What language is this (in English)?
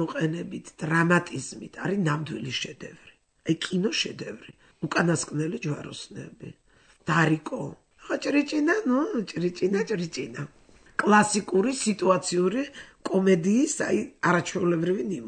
Georgian